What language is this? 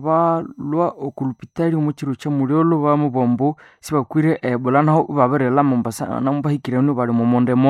Nande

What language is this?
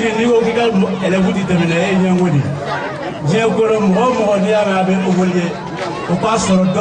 Bambara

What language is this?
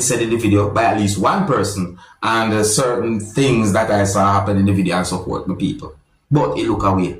Jamaican Creole English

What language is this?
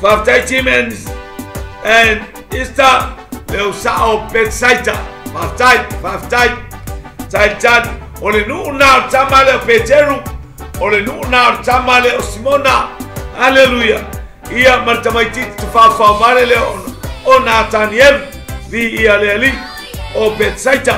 Samoan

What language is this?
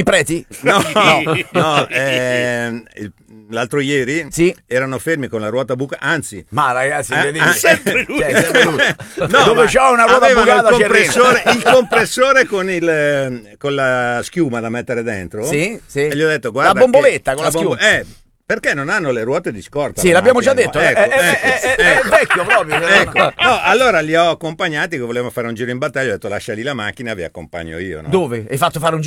Italian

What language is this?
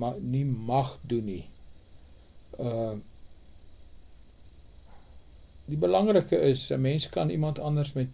Afrikaans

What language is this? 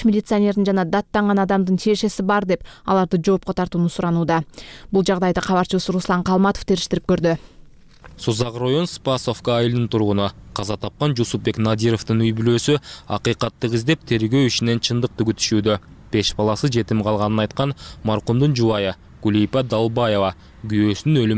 Kyrgyz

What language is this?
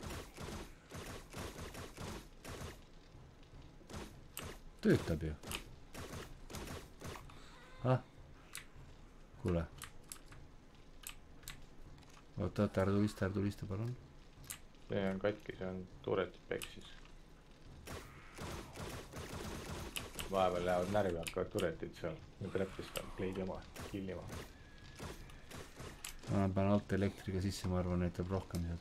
Estonian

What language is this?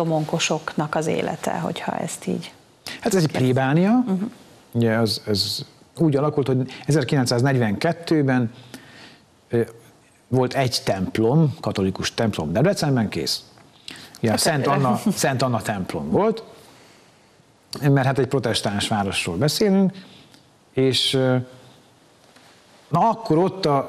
Hungarian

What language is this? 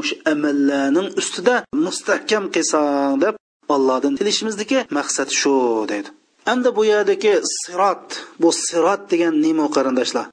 Uyghur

